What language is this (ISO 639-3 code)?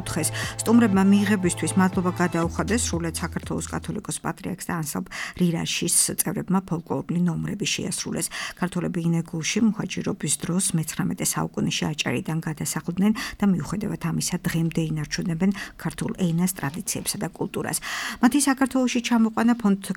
kat